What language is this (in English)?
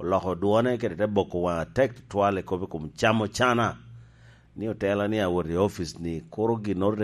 Lango (Uganda)